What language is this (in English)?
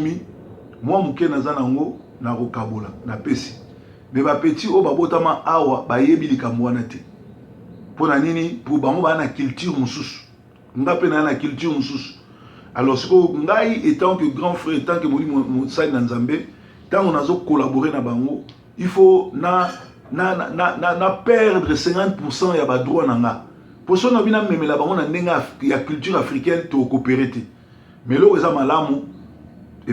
Lingala